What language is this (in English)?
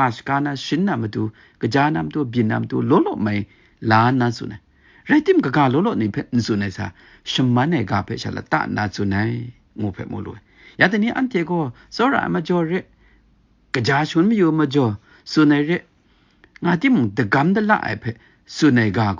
Kachin